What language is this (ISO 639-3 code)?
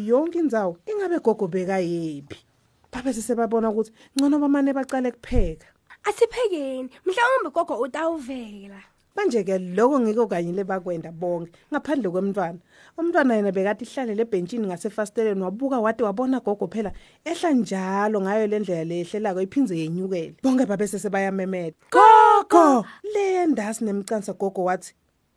ssw